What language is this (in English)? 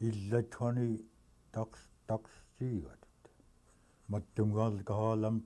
Central Yupik